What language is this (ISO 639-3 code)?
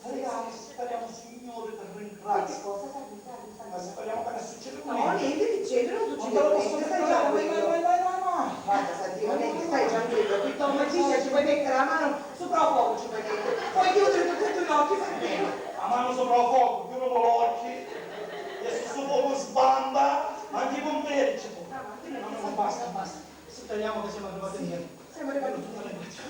scn